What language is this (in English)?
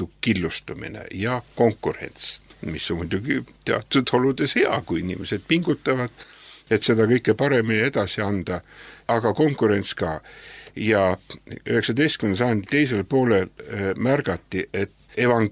Estonian